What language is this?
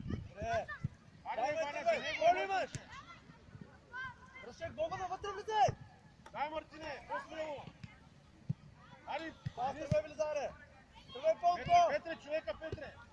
Bulgarian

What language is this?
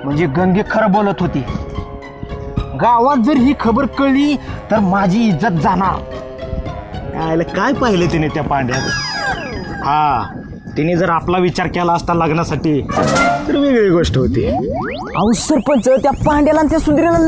Marathi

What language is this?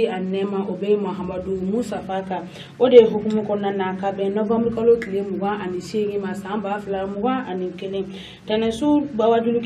Bambara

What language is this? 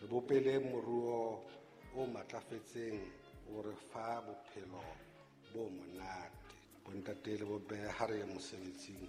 Southern Sotho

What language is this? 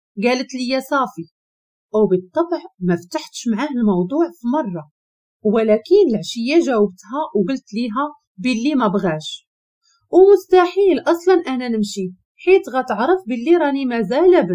Moroccan Arabic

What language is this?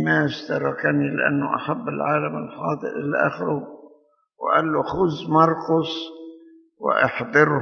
Egyptian Arabic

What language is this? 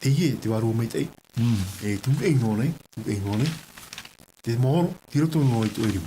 Tahitian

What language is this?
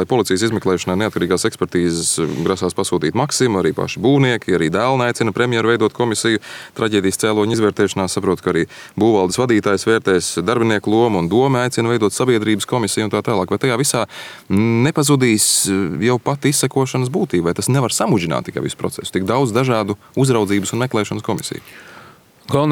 Latvian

